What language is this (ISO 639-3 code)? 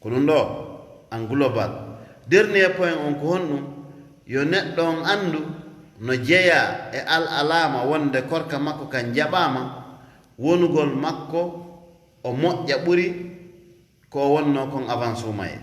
ful